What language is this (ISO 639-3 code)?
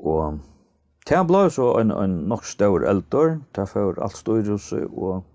fao